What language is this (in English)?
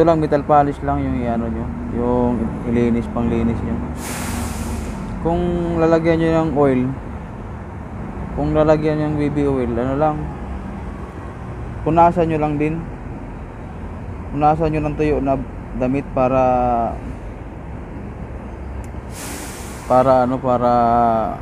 Filipino